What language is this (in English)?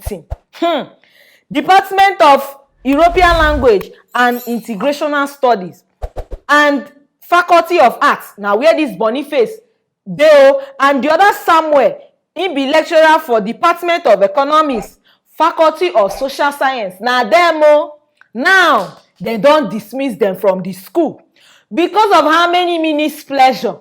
Nigerian Pidgin